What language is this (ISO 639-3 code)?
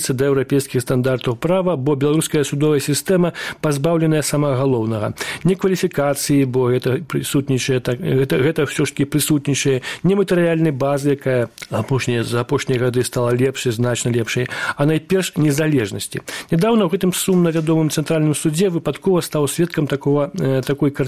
bel